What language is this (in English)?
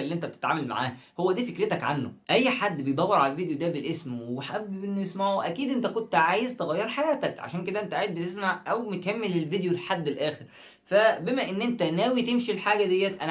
Egyptian Arabic